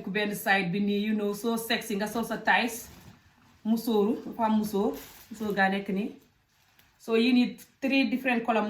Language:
Wolof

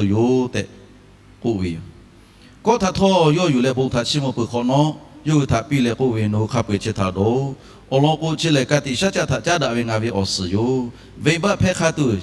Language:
Lahu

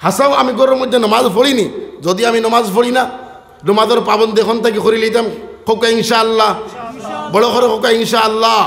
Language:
Sylheti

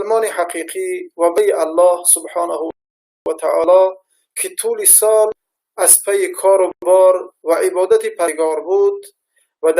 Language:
Tajik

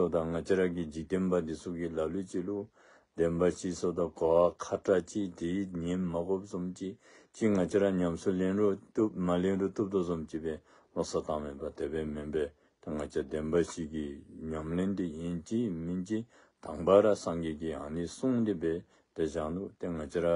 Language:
Dzongkha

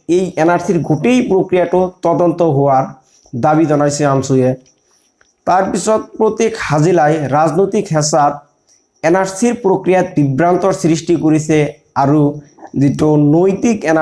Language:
Assamese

